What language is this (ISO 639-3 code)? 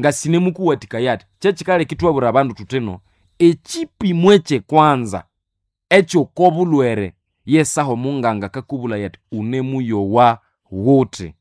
nnb